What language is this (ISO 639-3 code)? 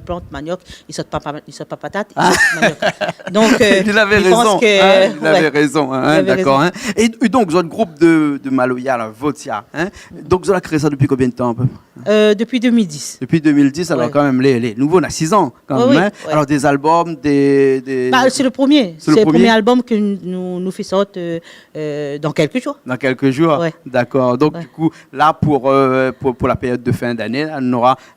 rcf